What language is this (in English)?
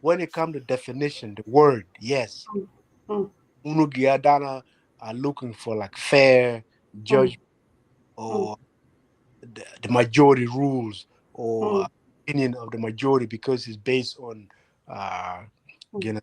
Acoli